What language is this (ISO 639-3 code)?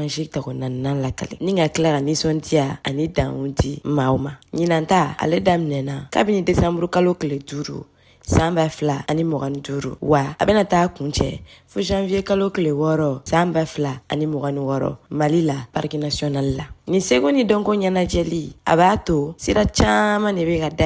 bam